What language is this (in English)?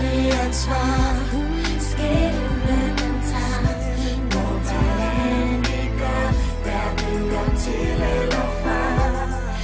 Danish